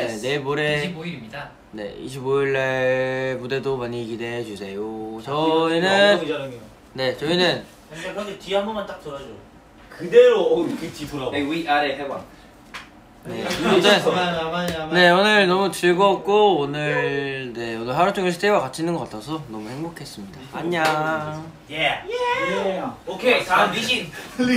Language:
Korean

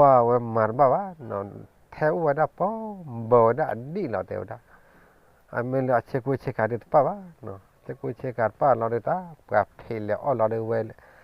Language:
S'gaw Karen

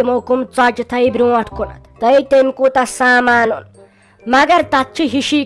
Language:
Kashmiri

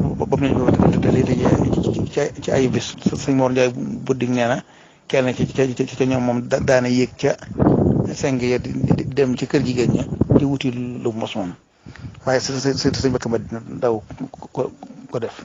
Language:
Wolof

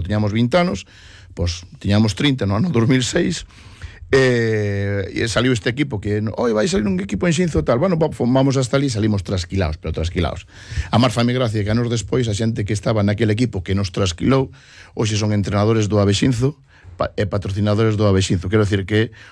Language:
Galician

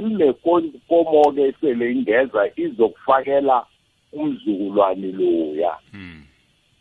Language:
South Ndebele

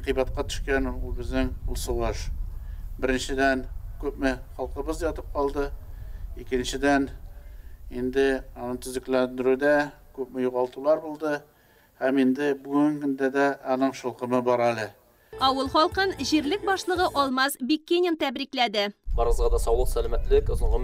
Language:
Tatar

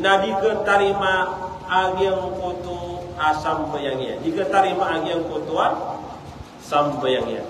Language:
Maranao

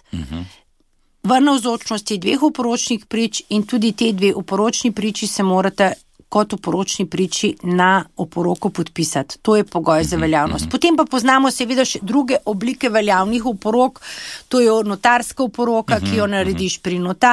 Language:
Slovenian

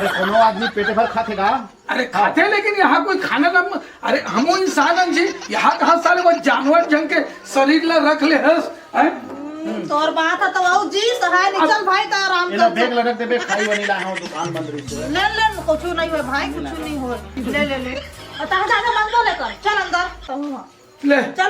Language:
Chhattisgarhi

